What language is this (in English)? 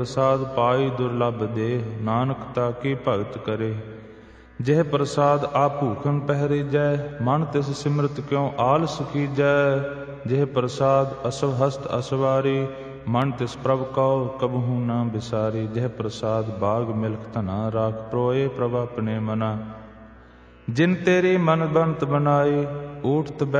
Punjabi